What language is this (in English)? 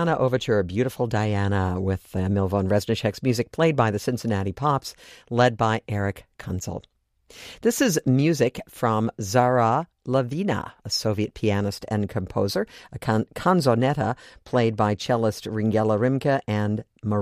English